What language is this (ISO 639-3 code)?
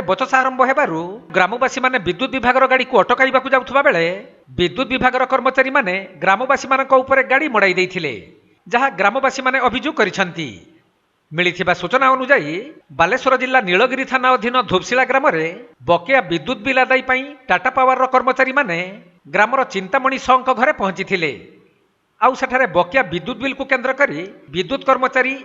ori